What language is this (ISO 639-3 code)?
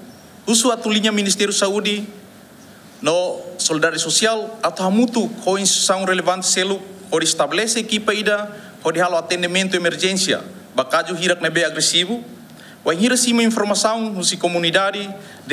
tet